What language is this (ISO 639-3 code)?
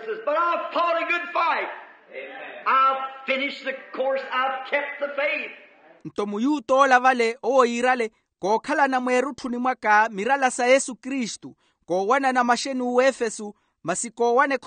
vmw